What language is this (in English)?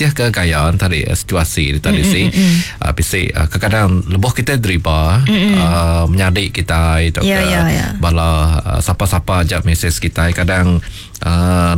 Iban